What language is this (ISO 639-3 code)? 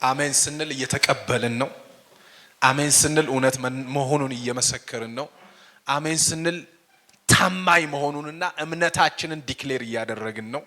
amh